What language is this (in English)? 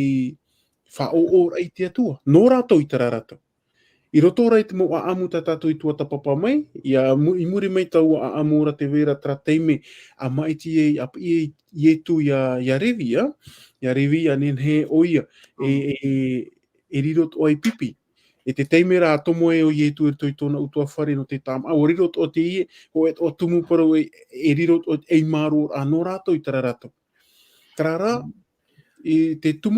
Tahitian